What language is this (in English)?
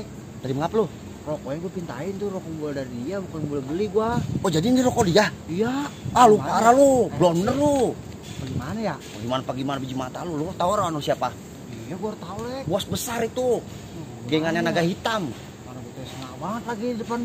Betawi